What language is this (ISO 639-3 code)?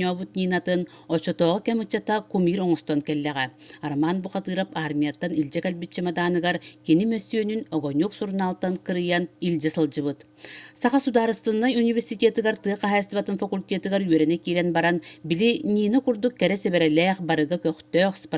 sah